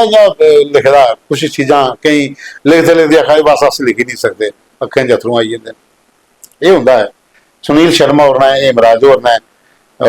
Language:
Dogri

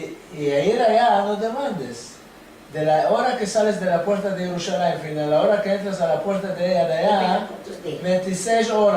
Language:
Ladino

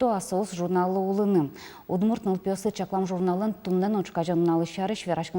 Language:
Udmurt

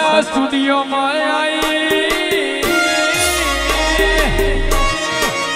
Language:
Gujarati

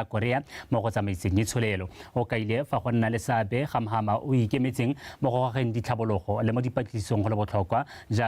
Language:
Tswana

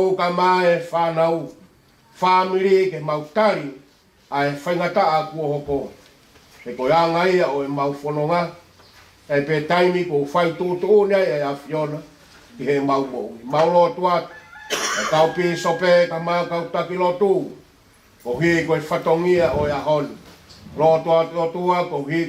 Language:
Tongan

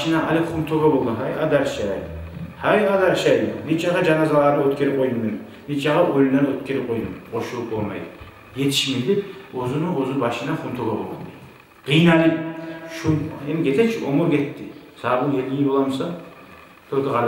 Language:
Kumyk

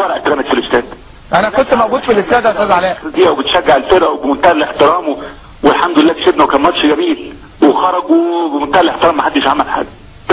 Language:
Egyptian Arabic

